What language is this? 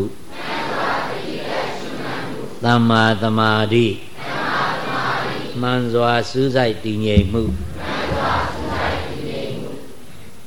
Burmese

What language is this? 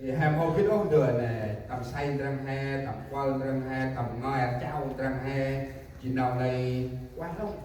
Central Mnong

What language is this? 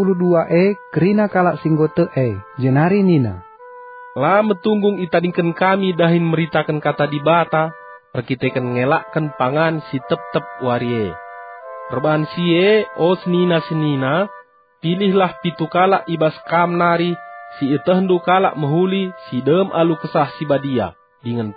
Batak Karo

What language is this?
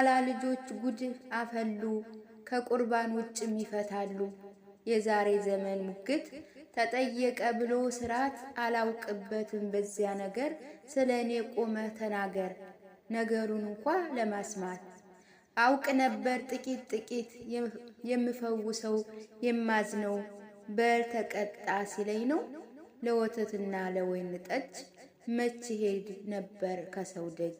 Amharic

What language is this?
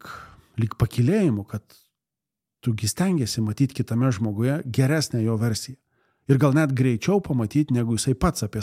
Lithuanian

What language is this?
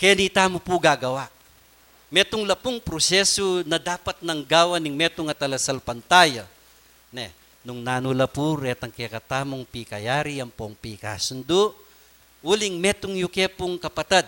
Pampanga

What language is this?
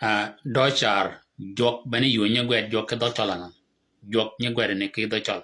Shilluk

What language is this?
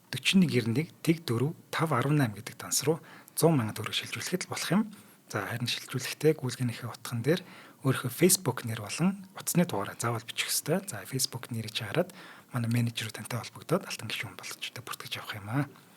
Mongolian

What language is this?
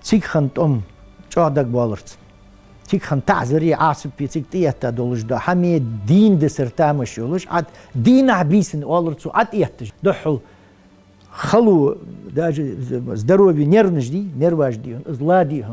Ingush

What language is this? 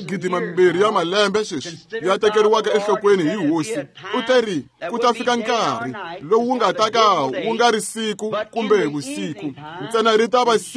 Tsonga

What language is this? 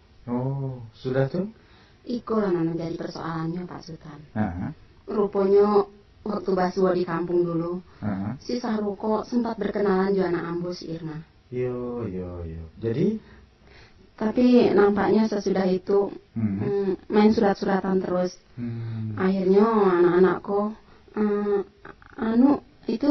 Minangkabau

